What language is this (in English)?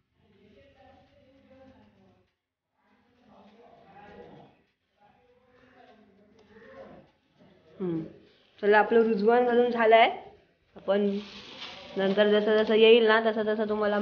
Marathi